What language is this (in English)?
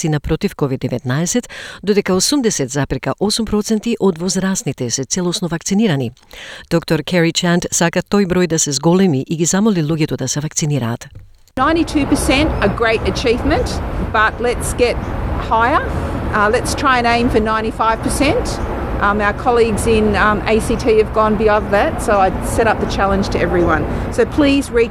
Macedonian